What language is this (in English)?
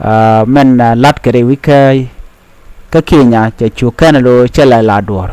Nuer